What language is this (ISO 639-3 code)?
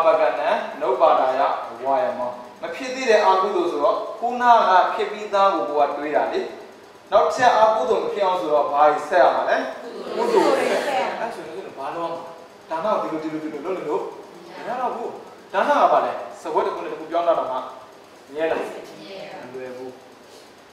mya